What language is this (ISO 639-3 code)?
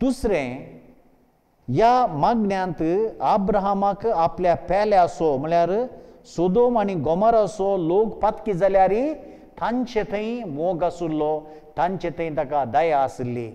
kok